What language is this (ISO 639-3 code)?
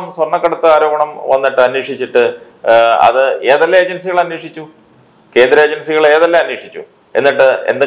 mal